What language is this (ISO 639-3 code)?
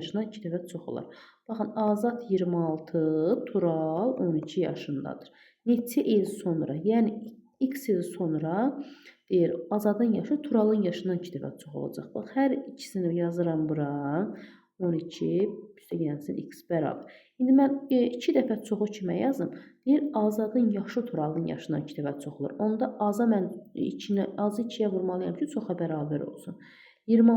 aze